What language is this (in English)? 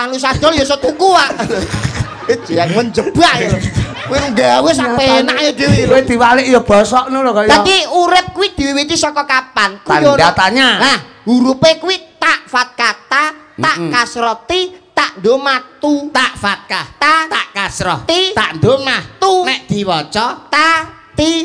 Javanese